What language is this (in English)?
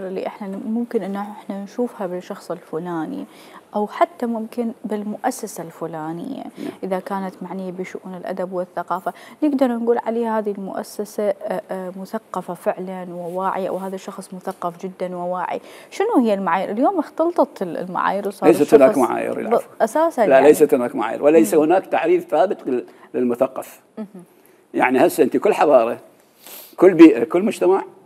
Mesopotamian Arabic